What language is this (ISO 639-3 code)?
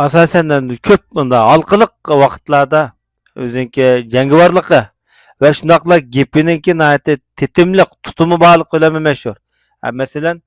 uig